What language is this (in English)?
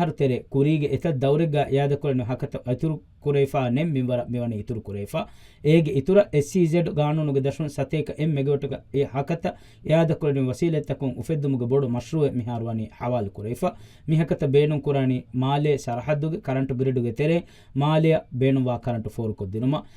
Divehi